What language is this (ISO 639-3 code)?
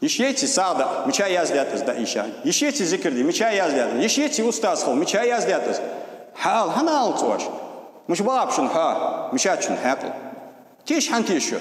inh